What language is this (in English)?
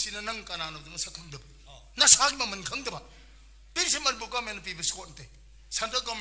Manipuri